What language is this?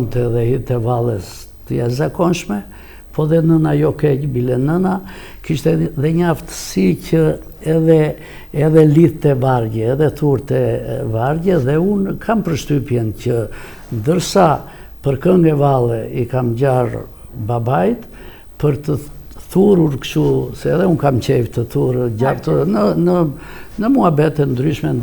Albanian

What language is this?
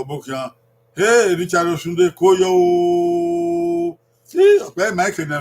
Bini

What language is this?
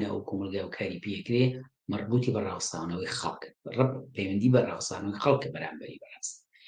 Central Kurdish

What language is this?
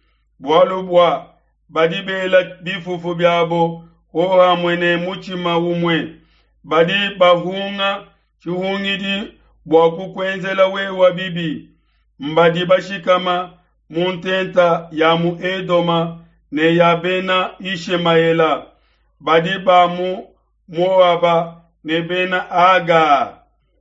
Luba-Lulua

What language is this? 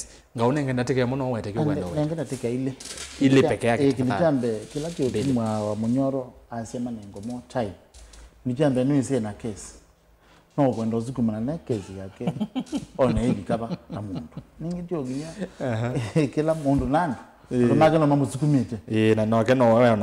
Kamba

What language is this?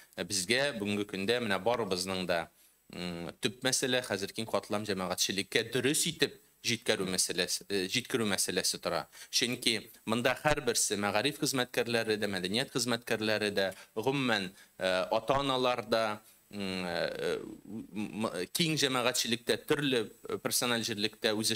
Tatar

